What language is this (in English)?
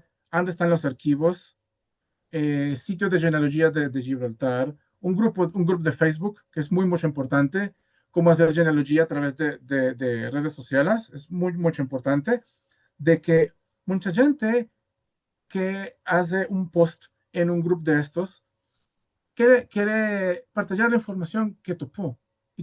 Ladino